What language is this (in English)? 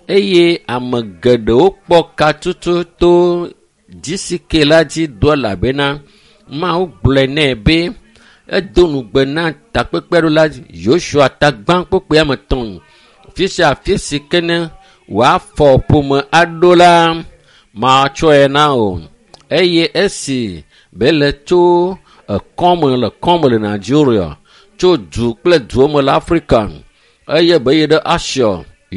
Ewe